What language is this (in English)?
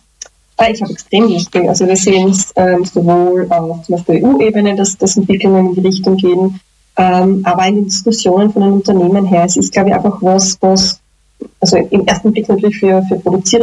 German